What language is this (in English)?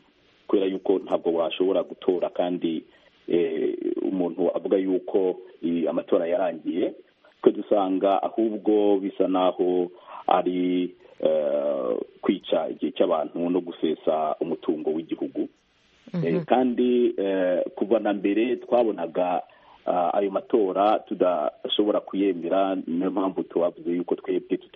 Kinyarwanda